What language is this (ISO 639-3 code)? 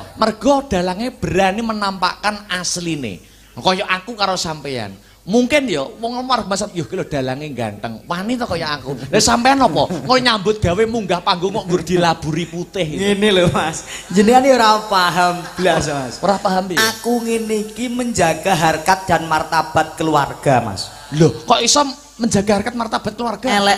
jav